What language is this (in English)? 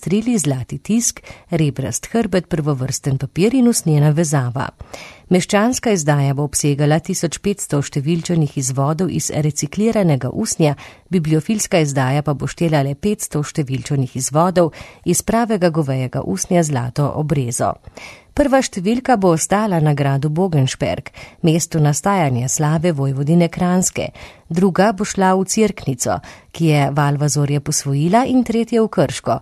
Slovenian